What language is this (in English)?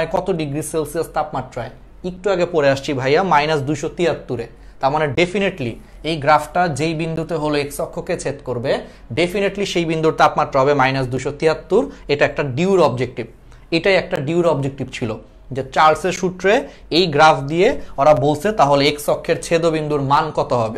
Bangla